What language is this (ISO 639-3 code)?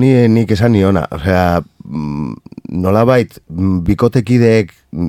eus